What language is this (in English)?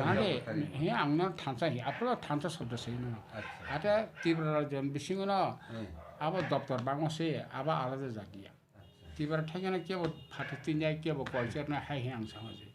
Kok Borok